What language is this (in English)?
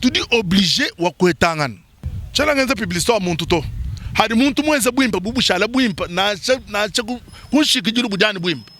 Luba-Lulua